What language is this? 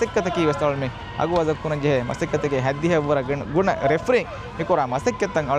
Divehi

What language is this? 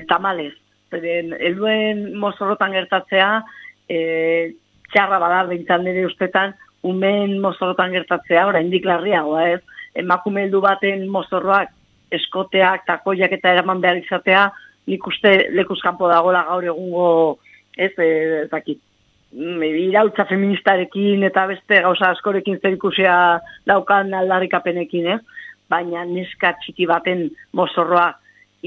Basque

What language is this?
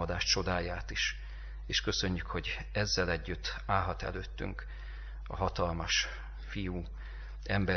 Hungarian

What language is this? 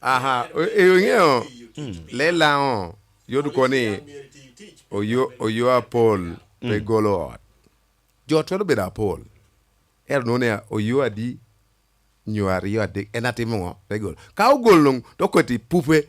Lango (Uganda)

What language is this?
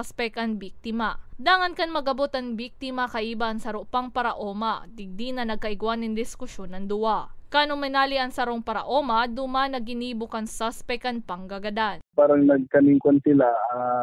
Bikol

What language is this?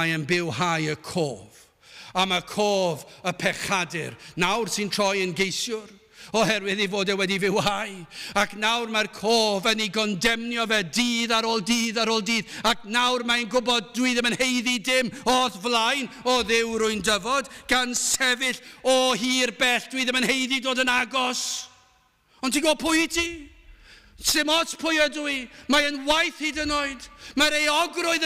Welsh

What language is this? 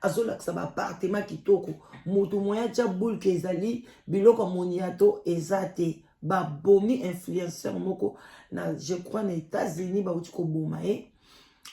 Lingala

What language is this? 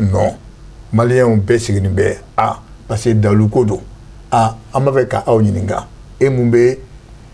Bambara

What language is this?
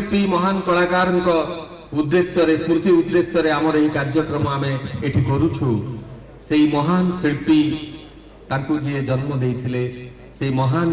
Odia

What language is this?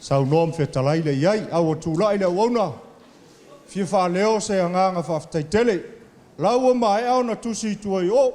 Samoan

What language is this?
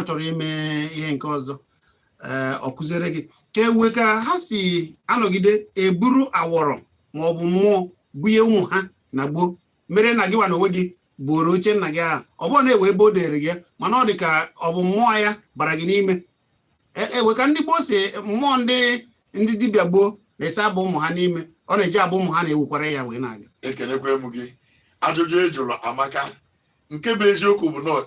Igbo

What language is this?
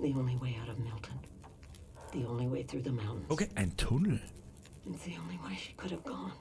Bavarian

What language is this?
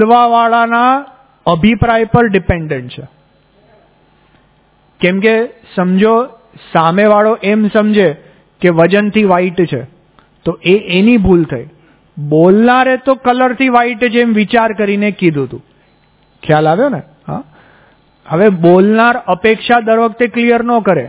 Gujarati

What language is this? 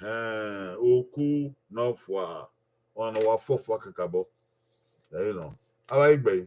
Bini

